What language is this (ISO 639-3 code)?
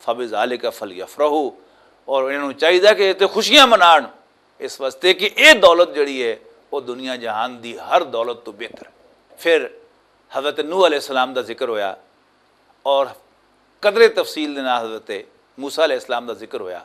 lah